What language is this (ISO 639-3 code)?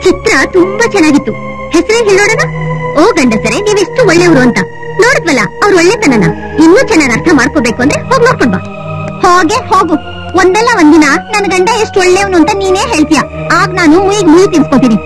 kan